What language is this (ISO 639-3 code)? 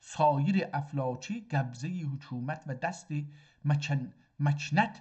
azb